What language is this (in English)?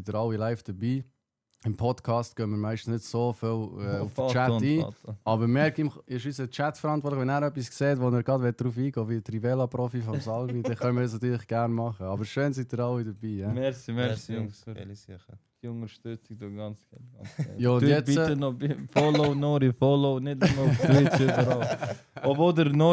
Swiss German